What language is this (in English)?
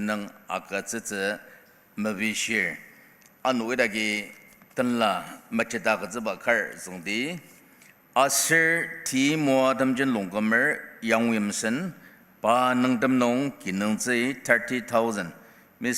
Ao Naga